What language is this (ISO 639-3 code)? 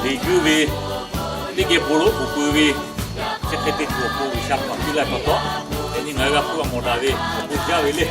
lhu